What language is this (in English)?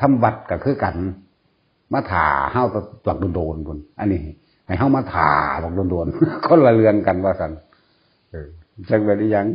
Northeastern Thai